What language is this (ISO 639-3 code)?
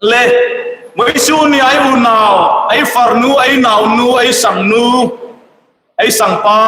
hmr